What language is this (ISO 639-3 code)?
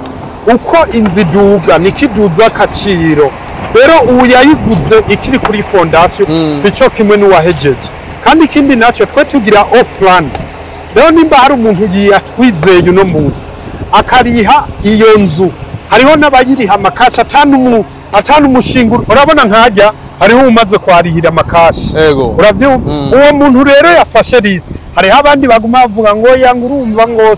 run